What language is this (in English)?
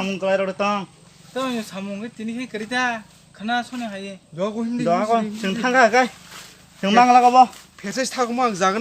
Kok Borok